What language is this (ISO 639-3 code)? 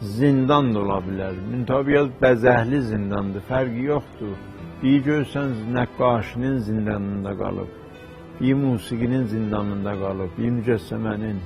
azb